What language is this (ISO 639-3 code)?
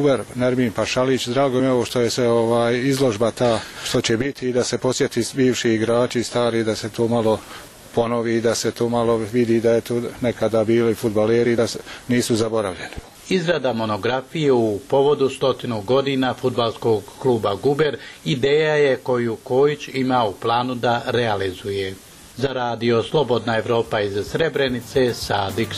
bos